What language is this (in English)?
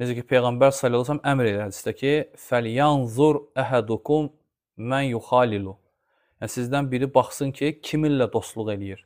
Azerbaijani